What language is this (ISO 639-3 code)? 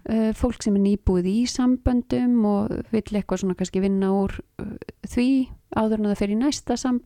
isl